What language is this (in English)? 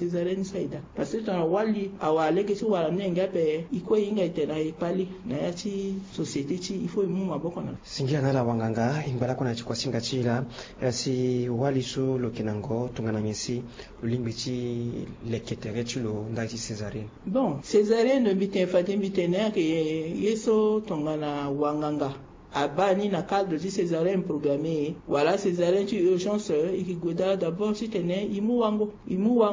Sango